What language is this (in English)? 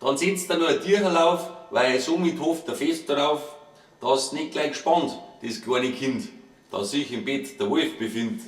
Bavarian